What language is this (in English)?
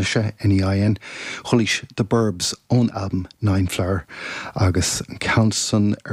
Irish